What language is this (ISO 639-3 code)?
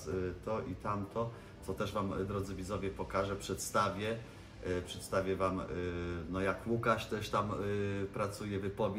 pol